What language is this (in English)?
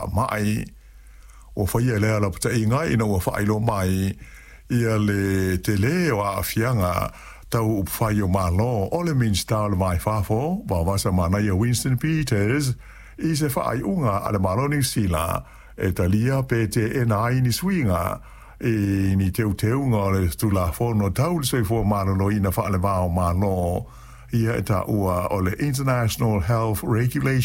Samoan